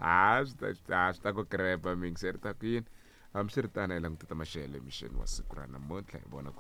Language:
Tsonga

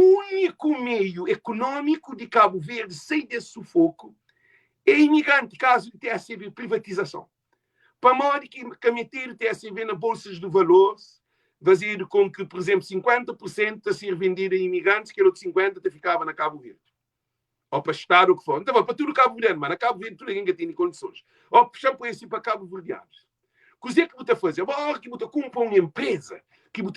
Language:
Kabuverdianu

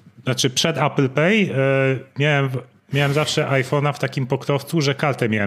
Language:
Polish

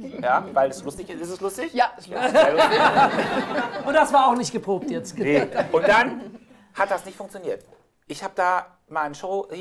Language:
German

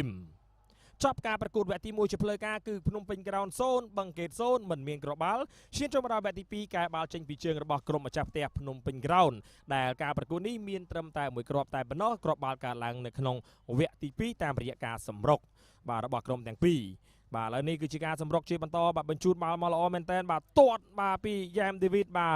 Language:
Khmer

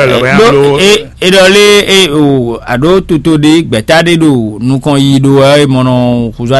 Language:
Fon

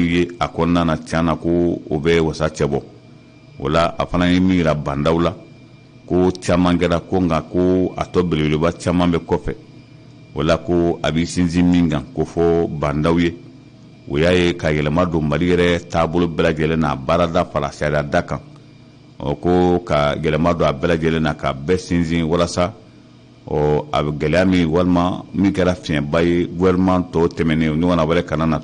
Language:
Bambara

